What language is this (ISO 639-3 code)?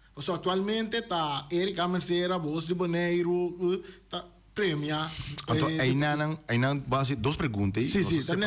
pap